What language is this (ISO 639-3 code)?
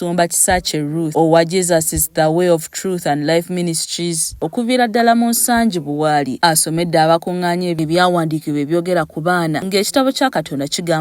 lug